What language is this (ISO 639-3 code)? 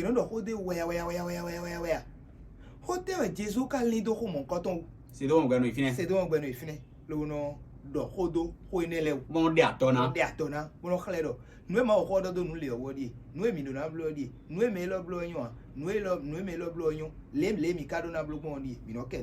fon